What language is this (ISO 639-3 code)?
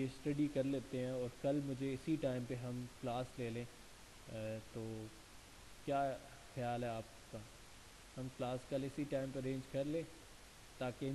urd